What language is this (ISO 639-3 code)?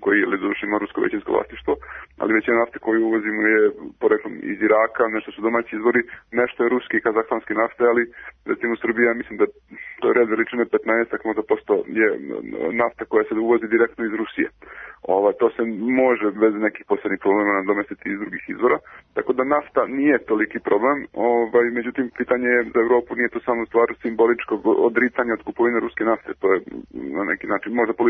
srp